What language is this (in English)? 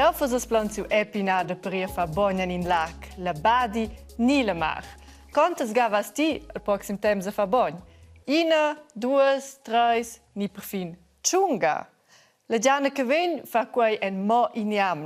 Romansh